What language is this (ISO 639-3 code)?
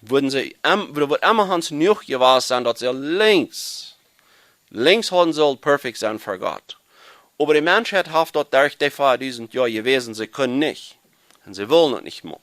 pdt